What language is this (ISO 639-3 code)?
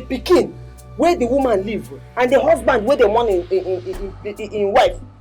pcm